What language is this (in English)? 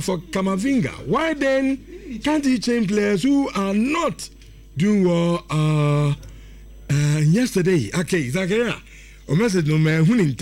Akan